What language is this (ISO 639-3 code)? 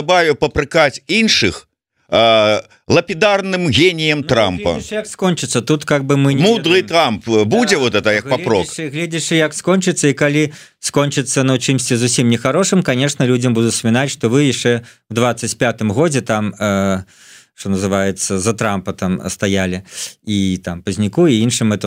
bel